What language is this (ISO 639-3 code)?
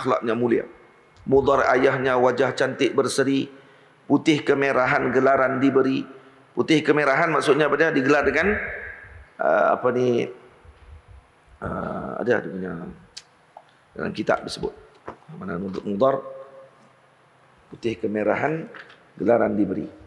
msa